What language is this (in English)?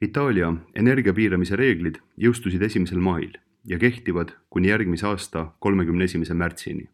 Estonian